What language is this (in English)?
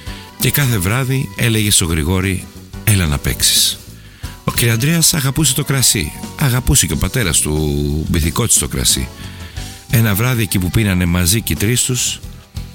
Greek